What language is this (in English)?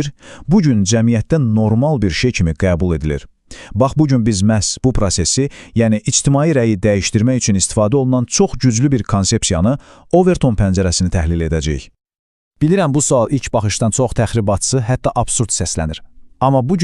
Azerbaijani